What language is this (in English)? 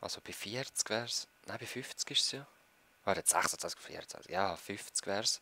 Swiss German